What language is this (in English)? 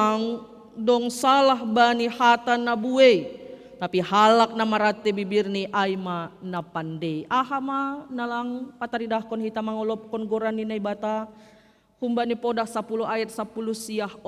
Batak Simalungun